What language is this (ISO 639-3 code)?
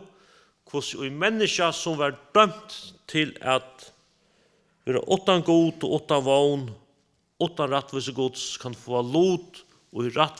fao